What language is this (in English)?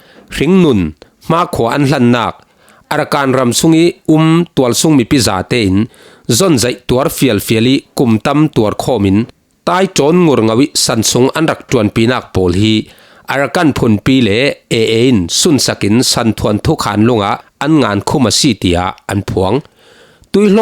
Falam Chin